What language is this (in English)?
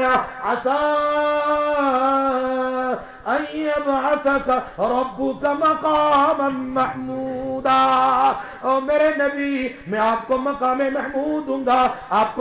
Urdu